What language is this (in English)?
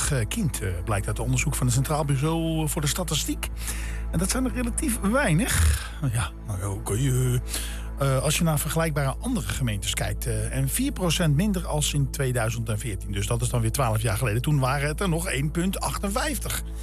Dutch